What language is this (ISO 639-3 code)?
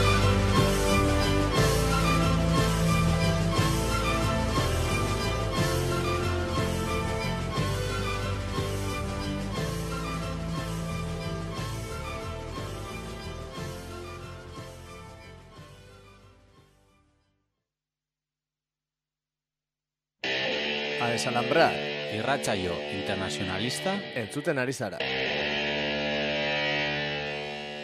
eus